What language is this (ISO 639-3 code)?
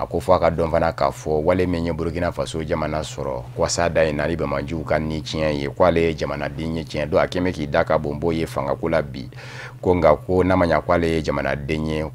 bam